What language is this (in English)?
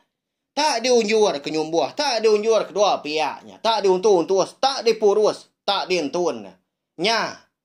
Iban